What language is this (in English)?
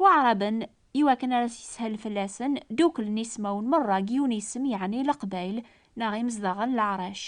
Kabyle